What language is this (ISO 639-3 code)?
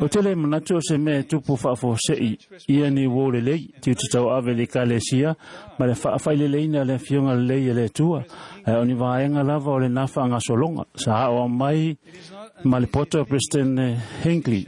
smo